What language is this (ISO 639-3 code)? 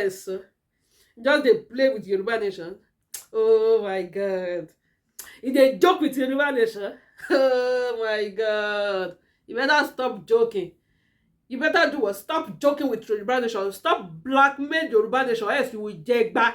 yor